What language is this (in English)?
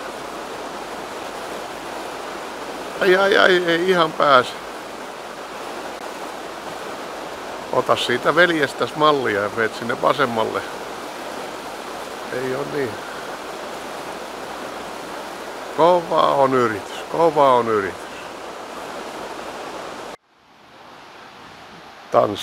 Finnish